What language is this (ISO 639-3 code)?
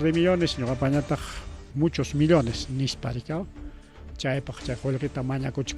quy